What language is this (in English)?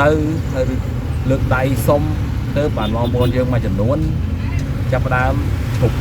Khmer